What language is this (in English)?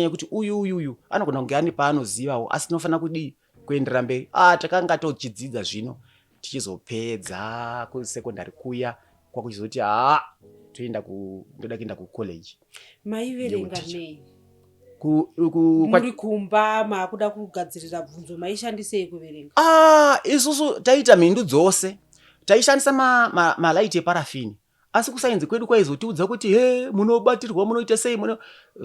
Shona